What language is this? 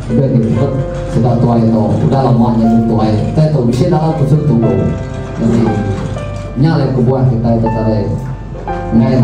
Iban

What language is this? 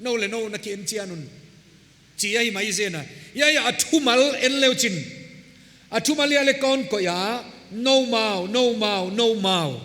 Paite Chin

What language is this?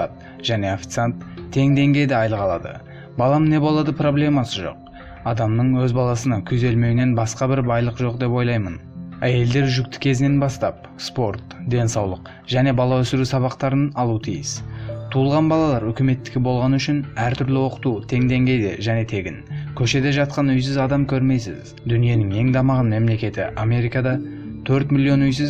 Kazakh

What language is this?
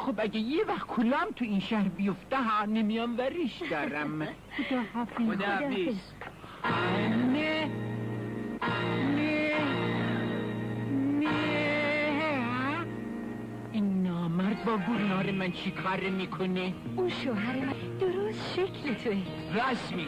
Persian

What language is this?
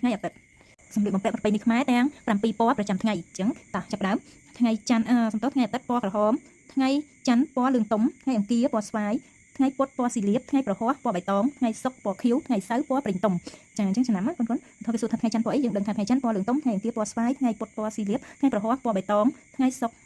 Khmer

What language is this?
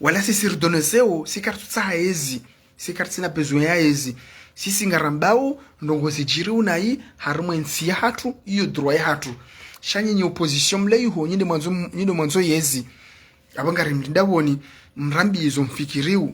Ngazidja Comorian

